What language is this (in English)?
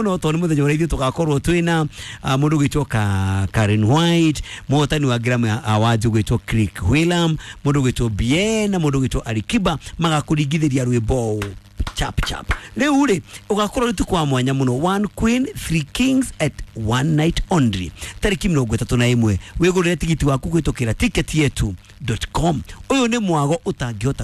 Kikuyu